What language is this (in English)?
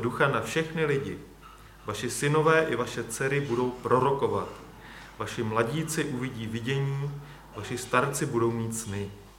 Czech